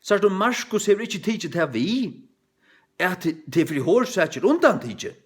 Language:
Faroese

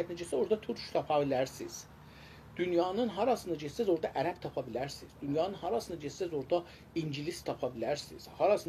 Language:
South Azerbaijani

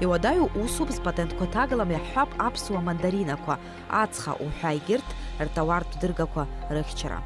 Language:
Abkhazian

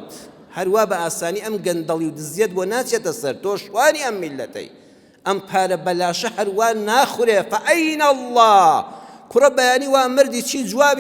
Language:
Central Kurdish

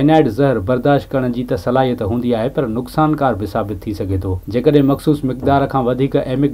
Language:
Sindhi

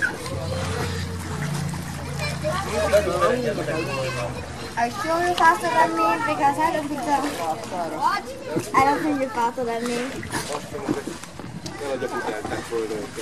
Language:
Hungarian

